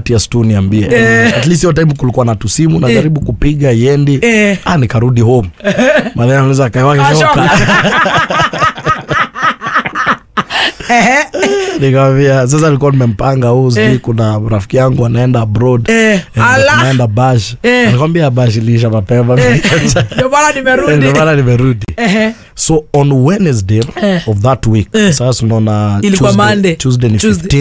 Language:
Kikuyu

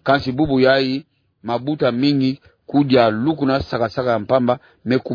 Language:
Kituba (Democratic Republic of Congo)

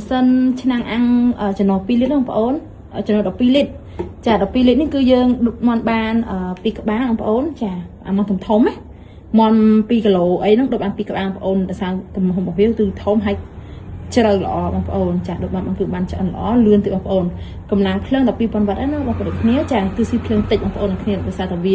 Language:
Khmer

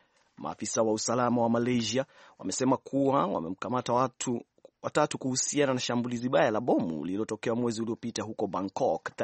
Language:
Swahili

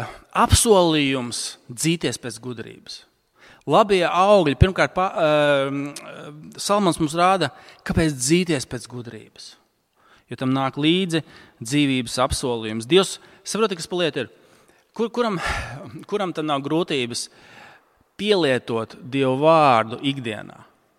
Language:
Latvian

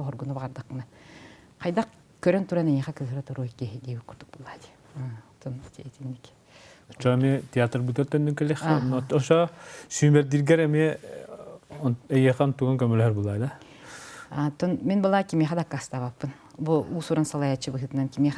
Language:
Yakut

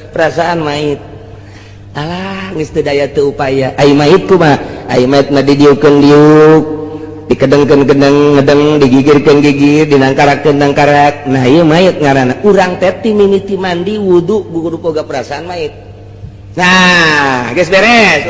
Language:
Sundanese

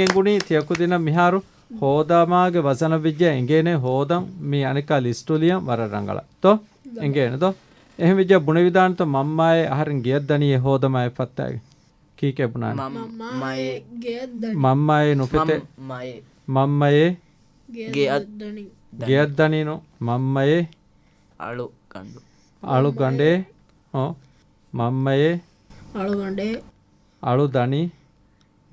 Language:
Divehi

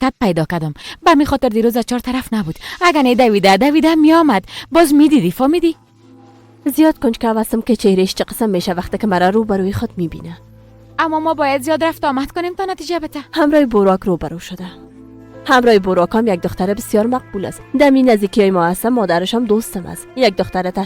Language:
Persian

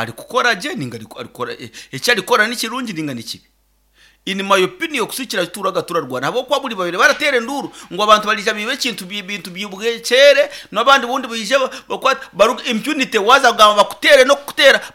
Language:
Nyankole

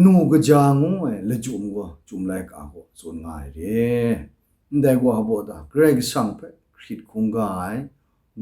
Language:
Kachin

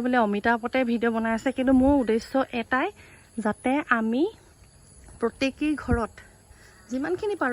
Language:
Assamese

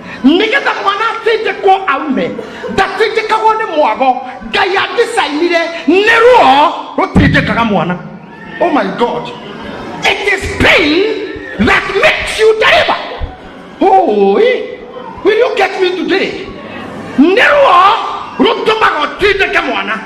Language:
Kikuyu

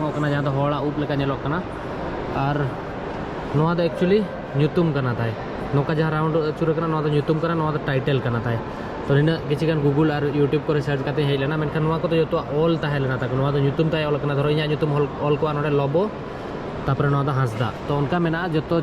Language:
Santali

